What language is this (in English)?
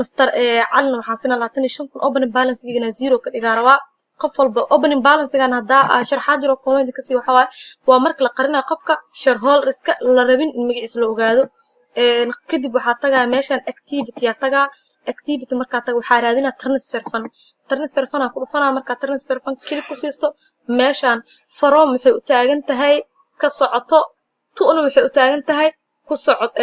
Somali